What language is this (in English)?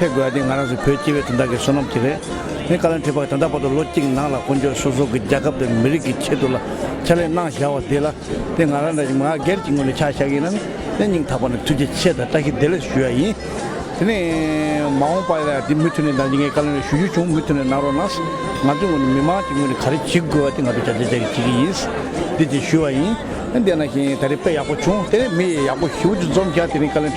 Tibetan